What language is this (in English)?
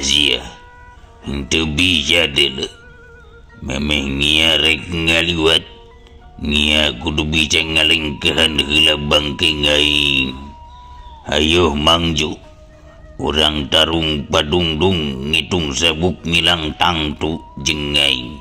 Sundanese